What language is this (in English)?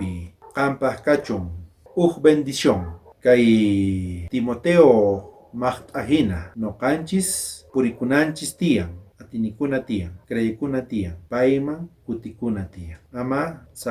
South Bolivian Quechua